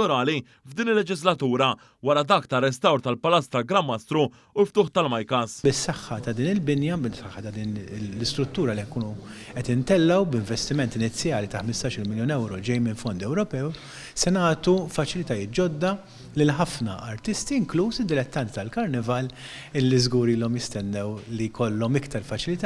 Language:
Maltese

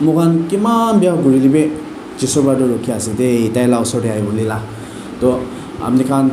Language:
Naga Pidgin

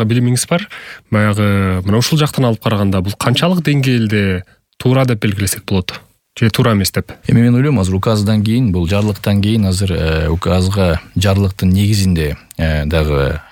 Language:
Kyrgyz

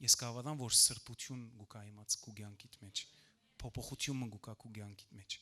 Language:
Western Armenian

